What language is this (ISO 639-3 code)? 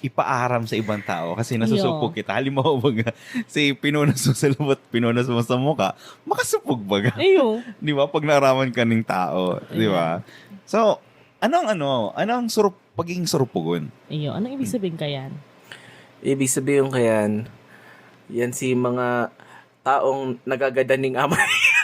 bik